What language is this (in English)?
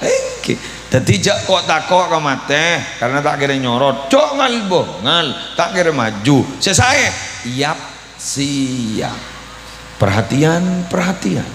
Madurese